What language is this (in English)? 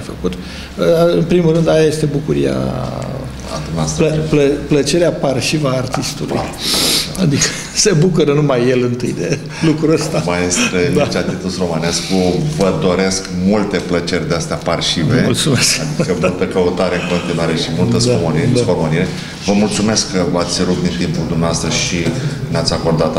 Romanian